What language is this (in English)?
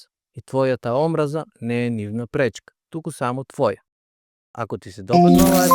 Macedonian